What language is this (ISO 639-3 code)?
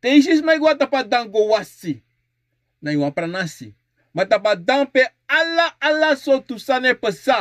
srn